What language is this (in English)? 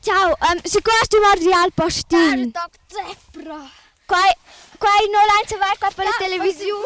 Romansh